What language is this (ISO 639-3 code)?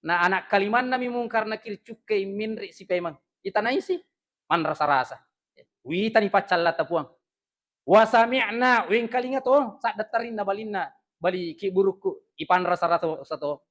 bug